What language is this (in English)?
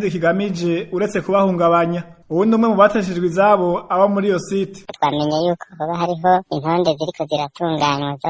Rundi